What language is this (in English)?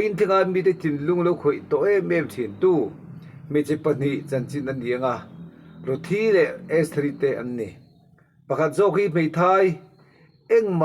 Mizo